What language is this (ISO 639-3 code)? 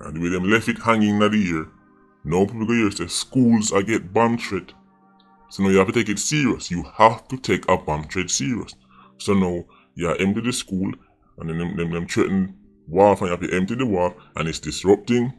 jam